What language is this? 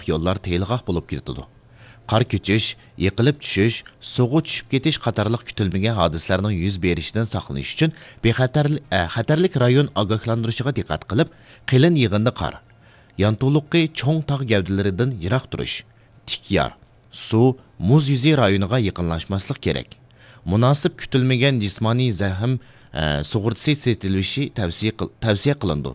Uyghur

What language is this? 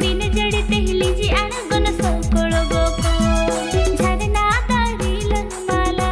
Santali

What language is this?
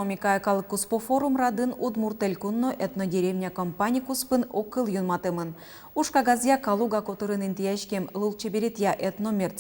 Udmurt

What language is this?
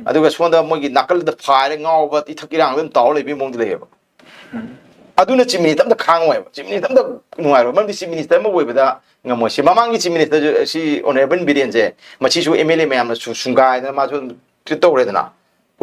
Manipuri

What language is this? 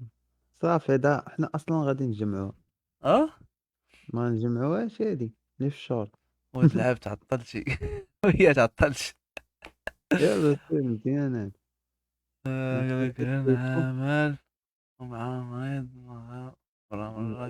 Moroccan Arabic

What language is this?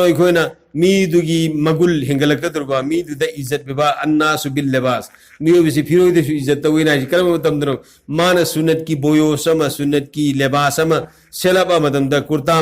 Manipuri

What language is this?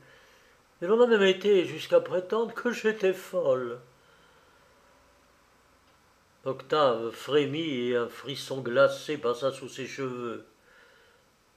French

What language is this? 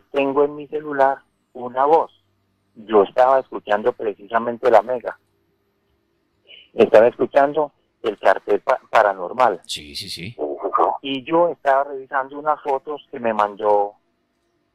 Spanish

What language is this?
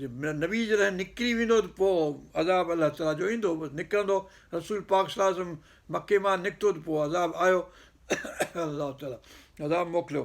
Sindhi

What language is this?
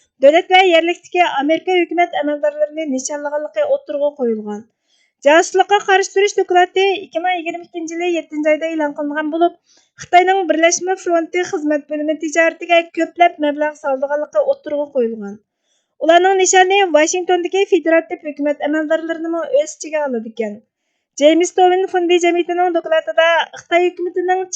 Uyghur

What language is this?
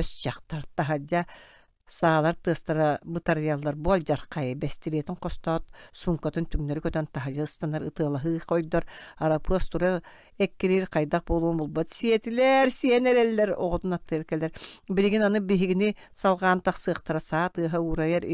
Yakut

